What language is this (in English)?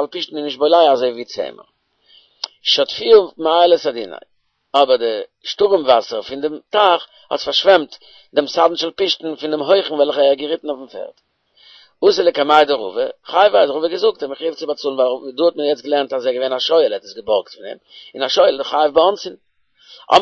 Yiddish